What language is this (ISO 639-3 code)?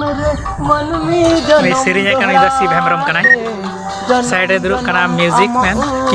sat